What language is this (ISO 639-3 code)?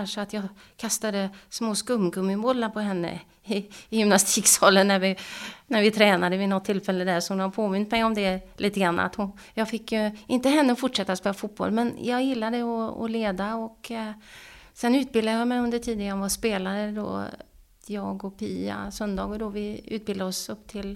swe